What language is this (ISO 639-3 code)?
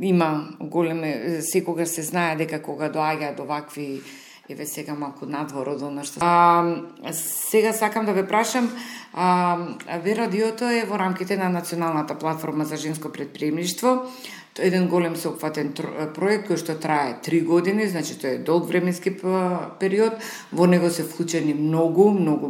mkd